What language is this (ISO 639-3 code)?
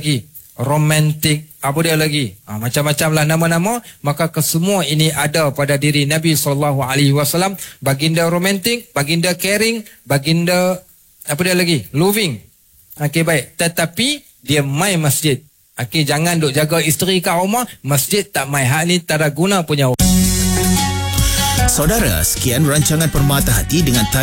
msa